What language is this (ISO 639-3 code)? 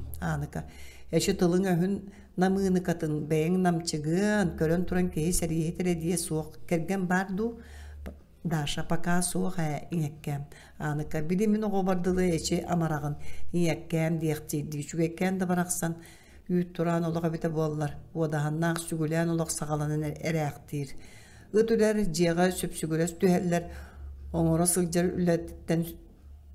sah